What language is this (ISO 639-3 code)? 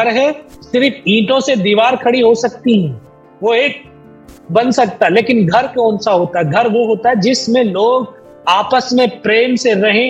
hin